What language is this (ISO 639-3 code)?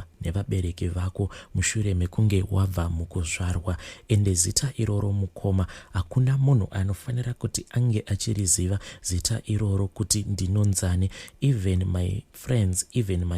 sna